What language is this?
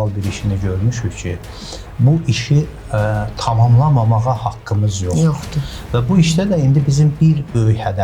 Azerbaijani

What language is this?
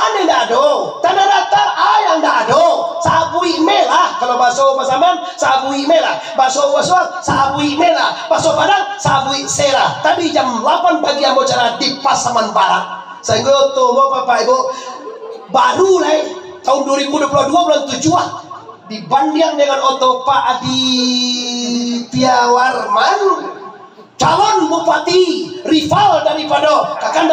Minangkabau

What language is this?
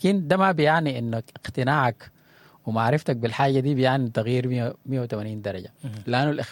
Sudanese Arabic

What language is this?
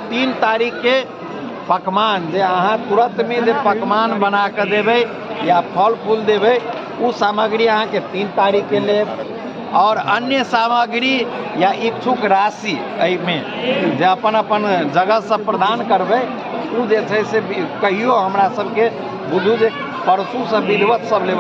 Maithili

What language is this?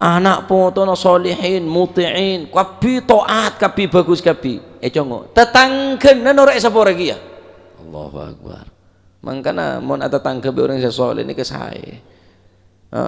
Madurese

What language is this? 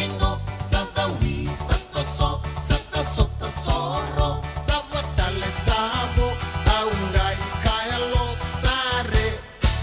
Fijian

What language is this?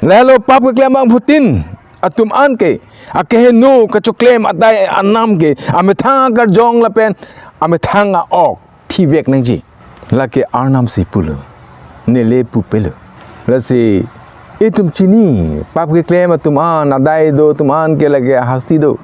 Karbi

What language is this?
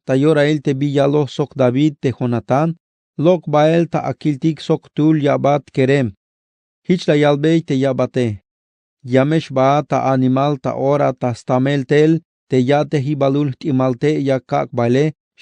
Tzeltal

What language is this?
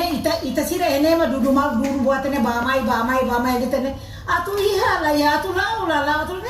Tetum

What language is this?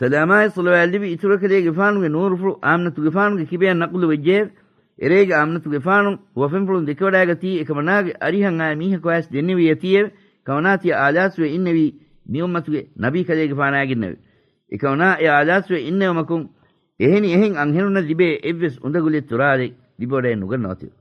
Divehi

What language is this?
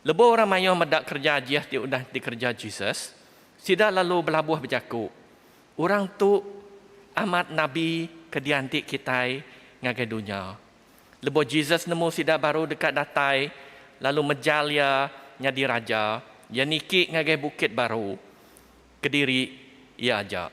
Iban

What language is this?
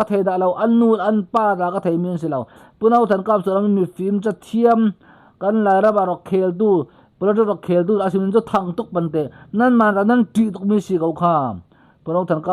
Falam Chin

